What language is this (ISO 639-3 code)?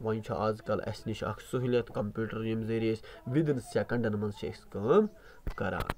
kas